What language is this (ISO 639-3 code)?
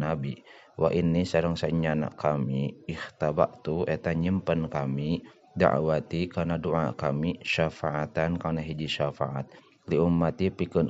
sun